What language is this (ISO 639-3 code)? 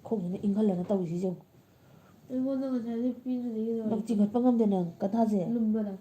mni